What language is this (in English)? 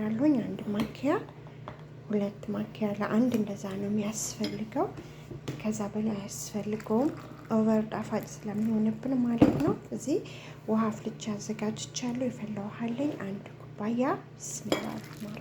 Amharic